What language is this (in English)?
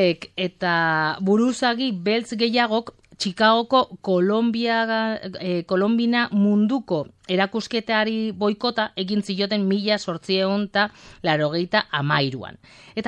Basque